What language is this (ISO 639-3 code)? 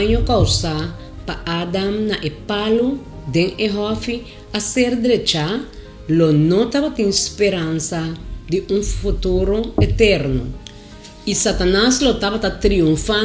pap